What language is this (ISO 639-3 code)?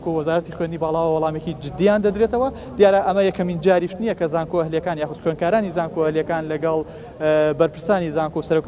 ckb